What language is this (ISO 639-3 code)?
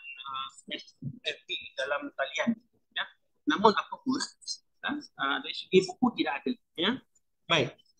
msa